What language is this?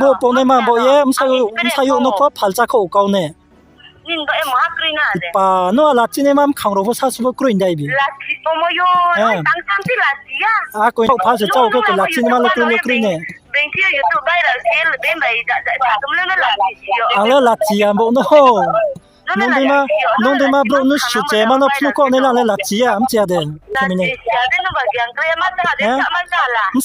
Riang (India)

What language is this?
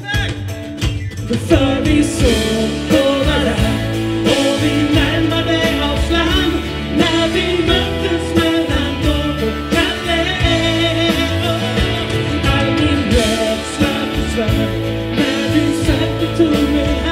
Swedish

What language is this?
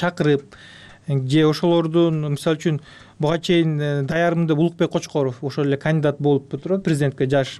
Kyrgyz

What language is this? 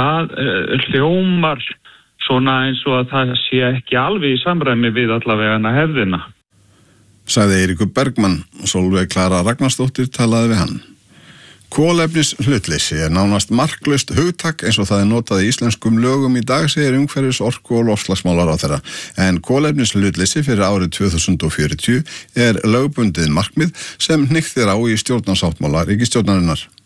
Icelandic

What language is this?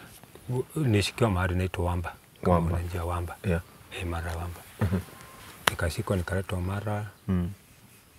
Swahili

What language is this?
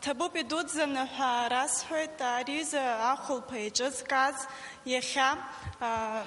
Abkhazian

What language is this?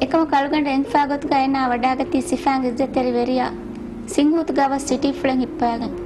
Divehi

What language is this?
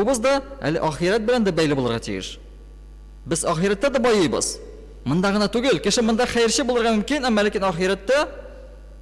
Tatar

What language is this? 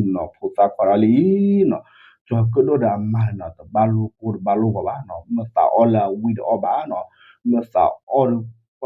S'gaw Karen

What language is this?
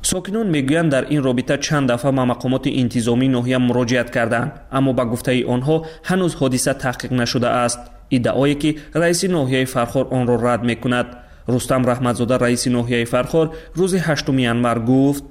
Tajik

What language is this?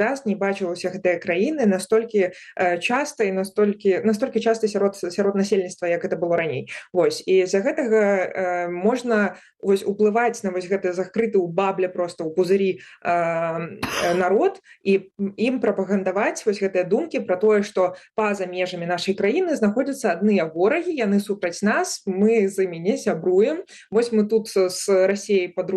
Belarusian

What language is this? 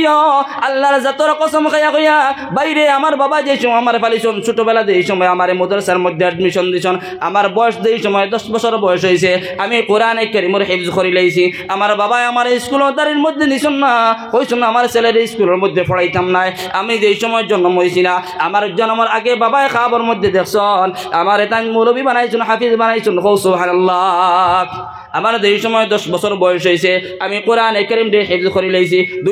Sylheti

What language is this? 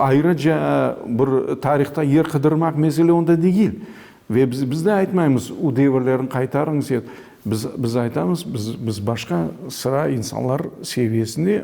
Crimean Tatar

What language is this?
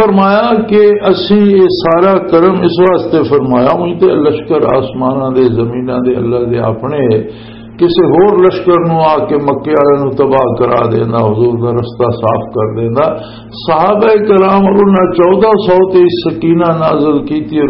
Western Panjabi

